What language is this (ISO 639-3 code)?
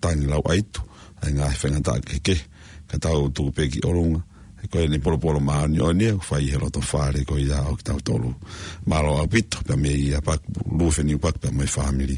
ton